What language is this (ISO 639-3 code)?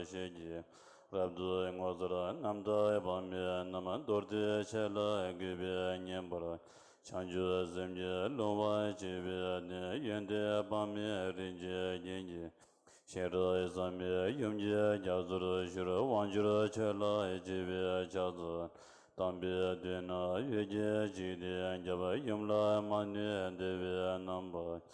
bod